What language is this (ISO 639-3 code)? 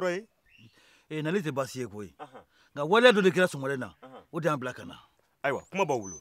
bam